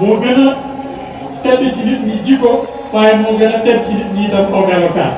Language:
Wolof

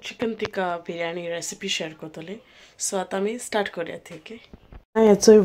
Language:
Konkani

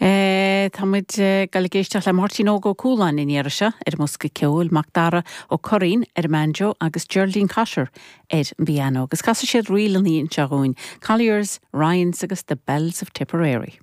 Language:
Irish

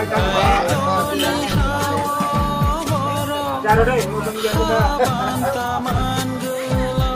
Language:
Kok Borok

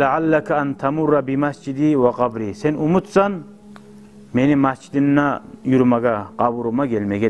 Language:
Kumyk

